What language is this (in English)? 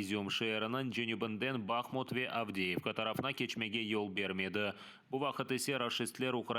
Crimean Tatar